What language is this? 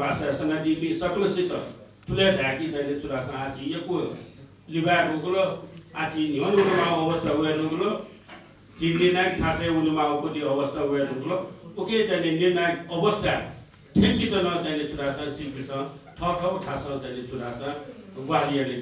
Newari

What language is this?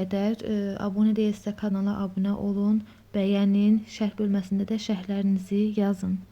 Azerbaijani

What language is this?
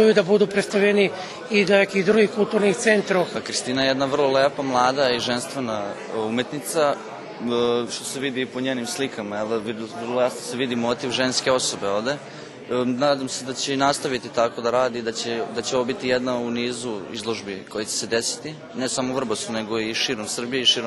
Rusyn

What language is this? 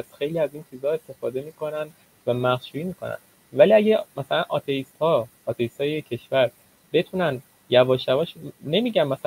Persian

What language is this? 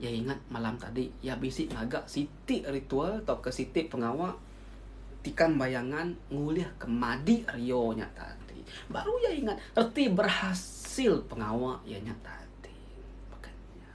Iban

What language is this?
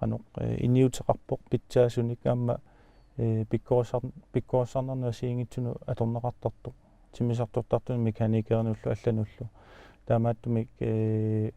Kalaallisut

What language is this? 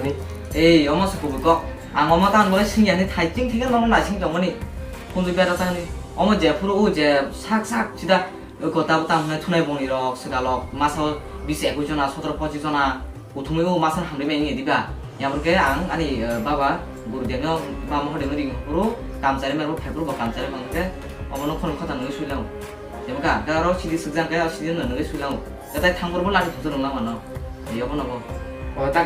Kok Borok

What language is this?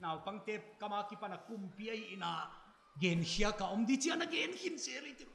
Paite Chin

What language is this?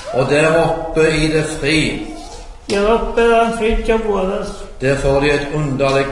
Norwegian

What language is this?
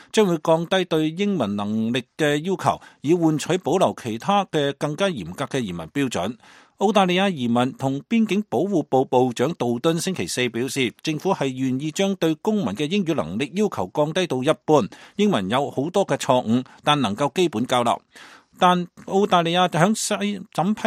Cantonese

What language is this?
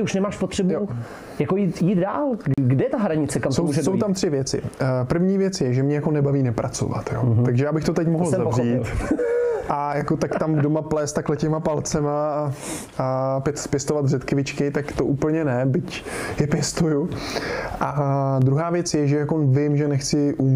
Czech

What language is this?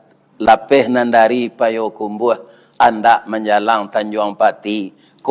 Minangkabau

